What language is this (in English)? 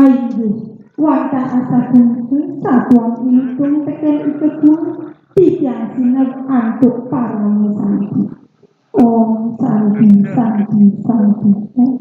Balinese